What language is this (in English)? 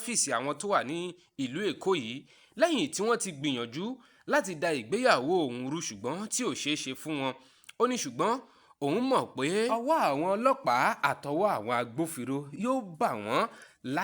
Yoruba